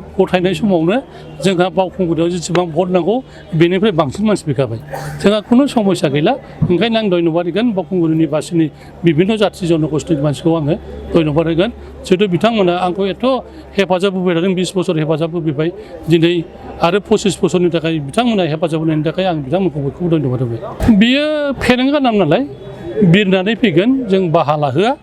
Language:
Bodo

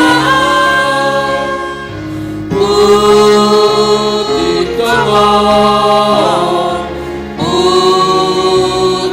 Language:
Batak Simalungun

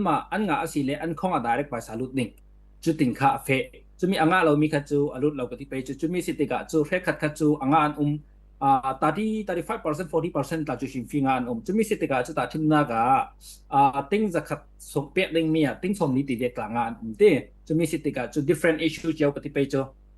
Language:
Falam Chin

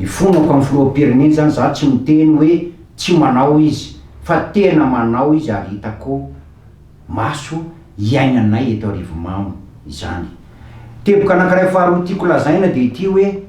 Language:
Malagasy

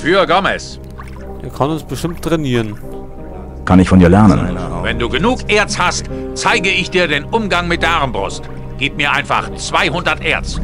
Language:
Bavarian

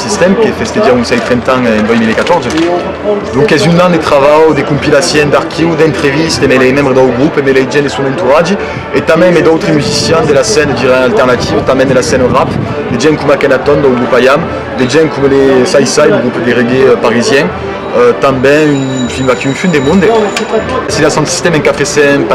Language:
Occitan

